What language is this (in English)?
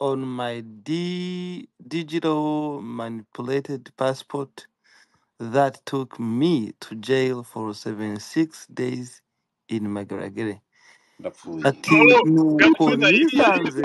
Kinyarwanda